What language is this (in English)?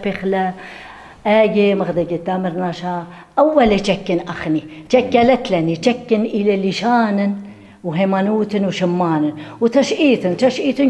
Assyrian Neo-Aramaic